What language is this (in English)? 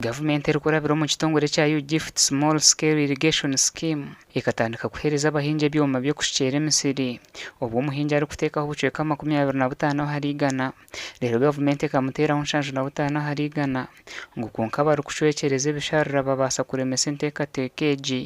Nyankole